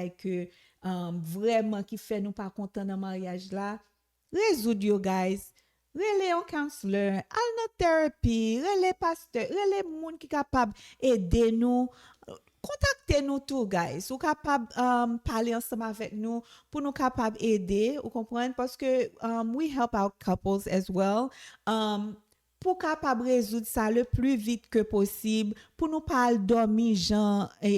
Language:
Haitian Creole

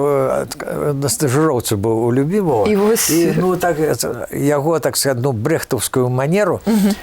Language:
Belarusian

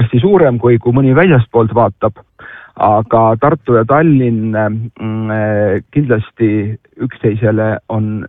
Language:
Estonian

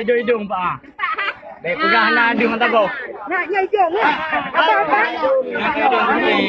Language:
Achinese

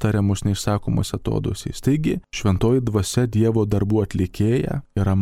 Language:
Lithuanian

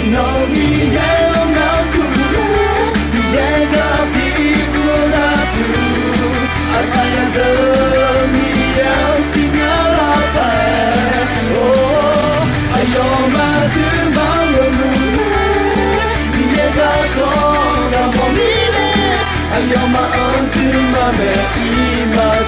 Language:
Akha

